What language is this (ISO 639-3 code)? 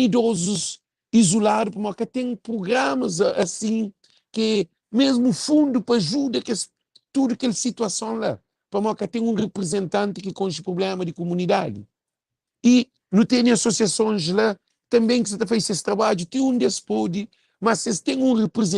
kea